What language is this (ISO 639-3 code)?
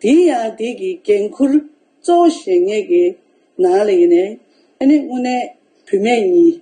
bod